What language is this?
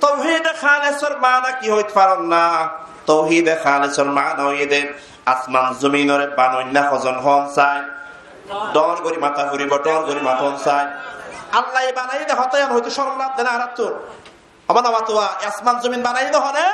Rohingya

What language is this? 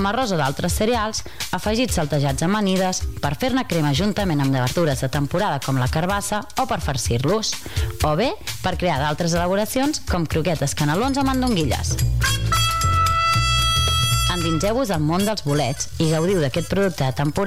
Catalan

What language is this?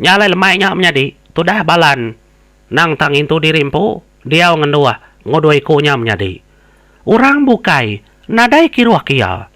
Iban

